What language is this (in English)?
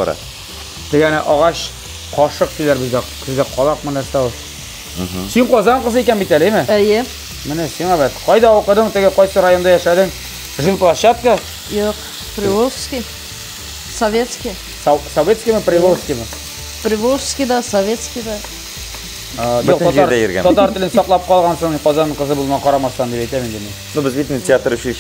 Tatar